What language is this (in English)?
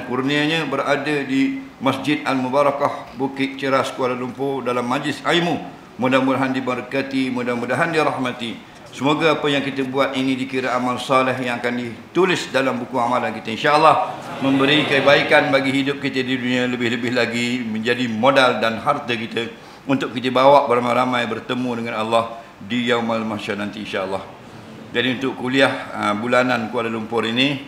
Malay